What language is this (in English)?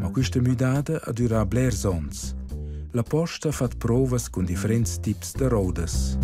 Romansh